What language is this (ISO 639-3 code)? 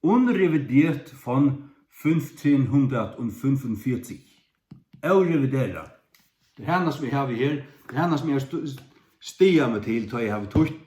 fao